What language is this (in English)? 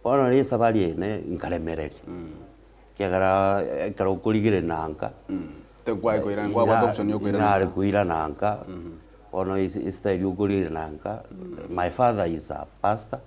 Gusii